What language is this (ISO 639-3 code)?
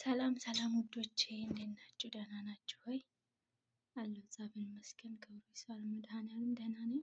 amh